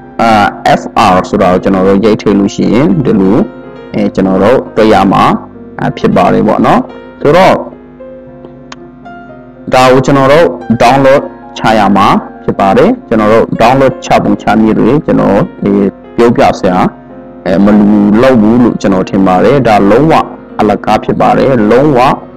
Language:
Burmese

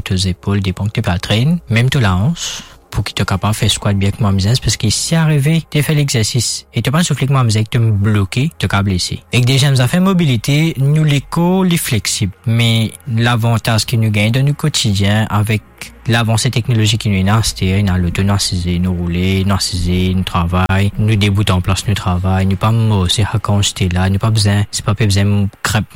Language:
Morisyen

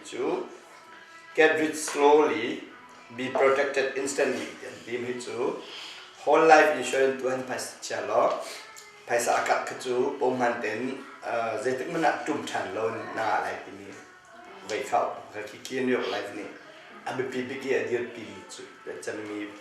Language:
Hakha Chin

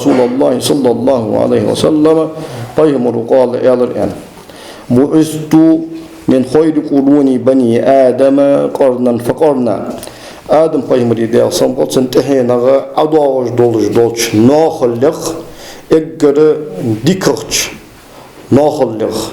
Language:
Ingush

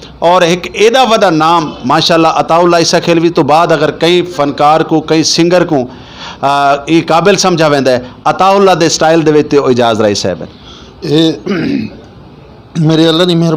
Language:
Saraiki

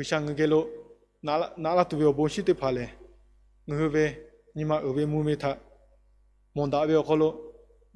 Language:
Lahu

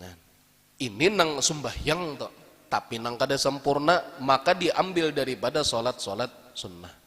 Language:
Banjar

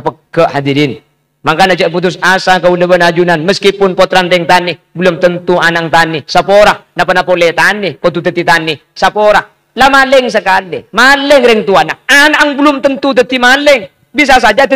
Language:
Madurese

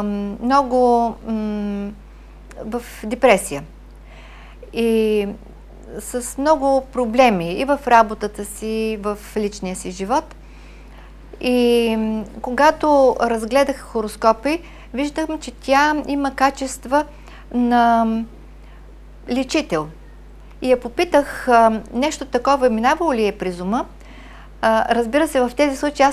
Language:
Bulgarian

